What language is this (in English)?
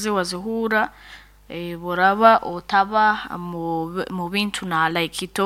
Nyoro